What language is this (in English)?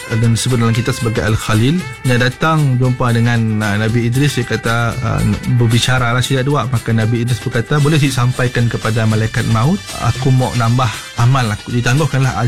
Malay